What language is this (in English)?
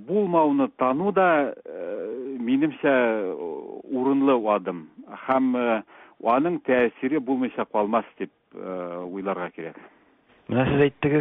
Tatar